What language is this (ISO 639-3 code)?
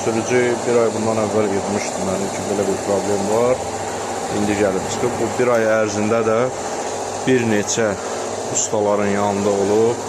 aze